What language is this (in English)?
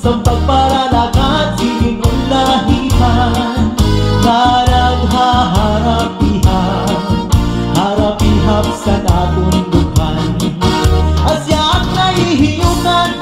Waray